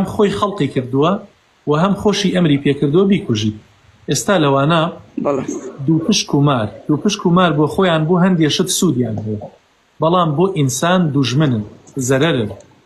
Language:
Central Kurdish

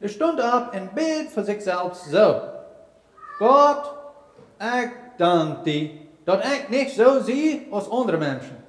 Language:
Plautdietsch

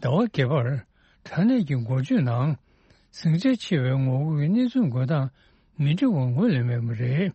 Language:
Tibetan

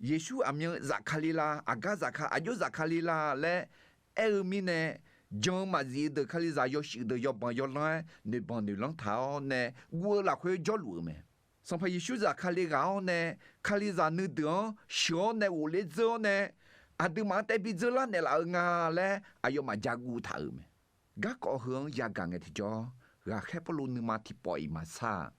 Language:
Akha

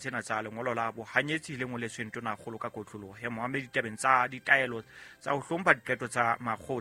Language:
Southern Sotho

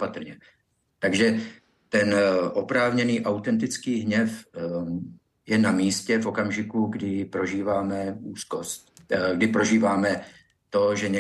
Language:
Czech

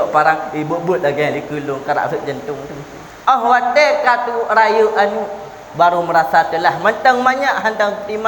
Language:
Achinese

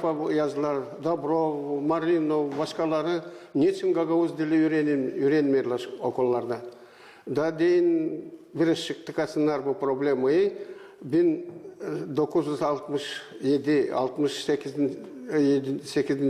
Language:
Gagauz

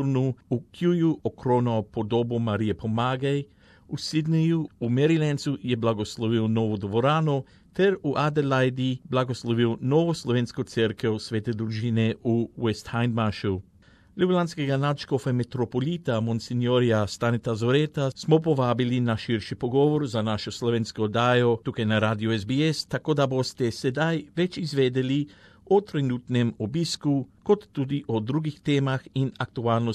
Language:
Slovenian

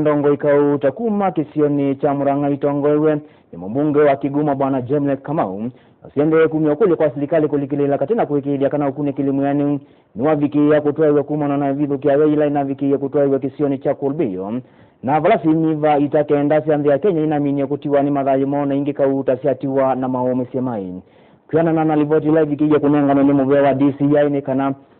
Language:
Kamba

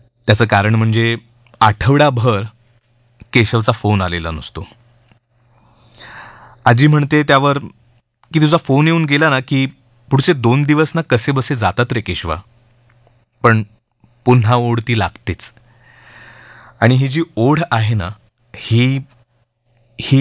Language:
Marathi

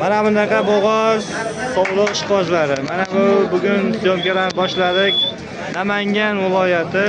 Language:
Uzbek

